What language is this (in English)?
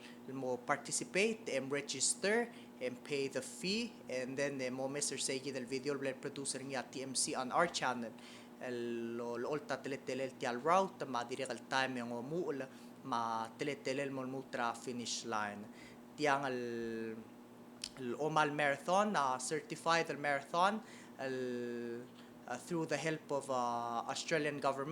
Palauan